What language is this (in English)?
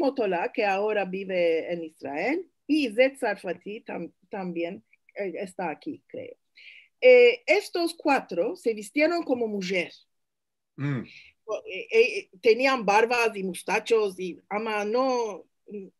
Ladino